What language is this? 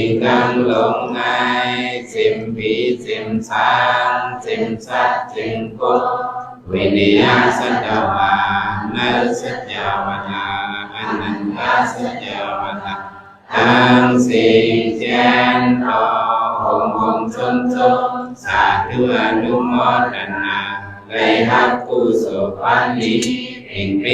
Shan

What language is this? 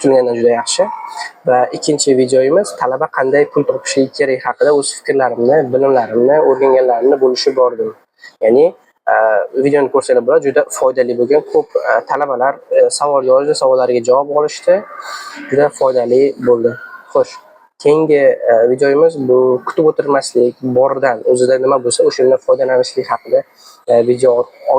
Uzbek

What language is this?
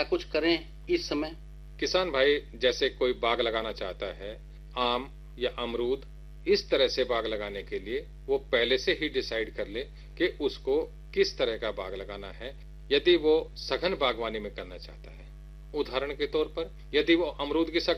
Hindi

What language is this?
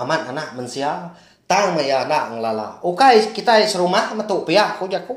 Iban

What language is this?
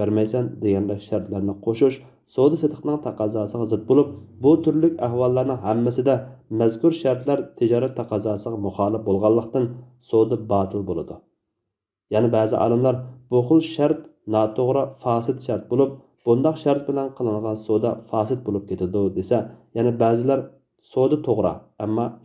Uyghur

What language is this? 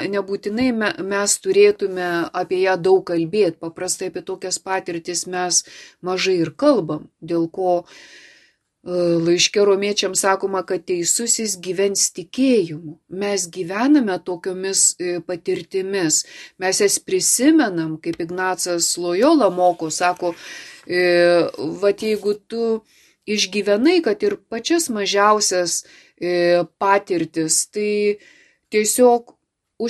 Lithuanian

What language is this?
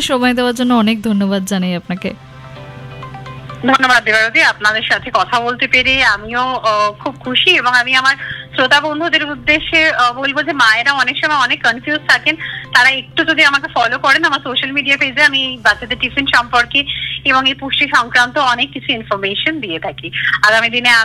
Bangla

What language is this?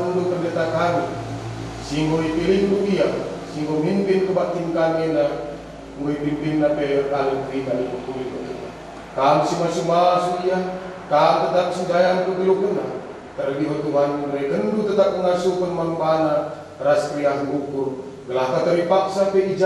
Batak Karo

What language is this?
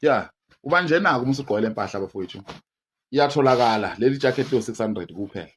Zulu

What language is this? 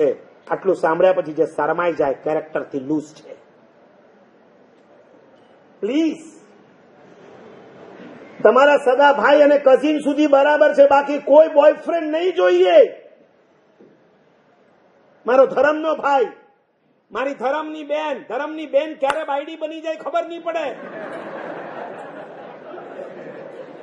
Gujarati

